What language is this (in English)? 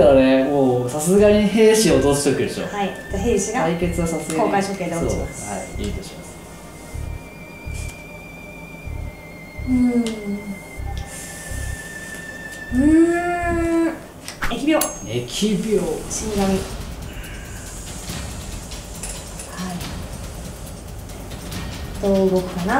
Japanese